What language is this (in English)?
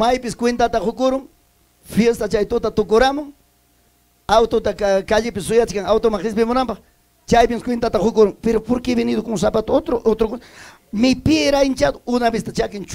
Ayacucho Quechua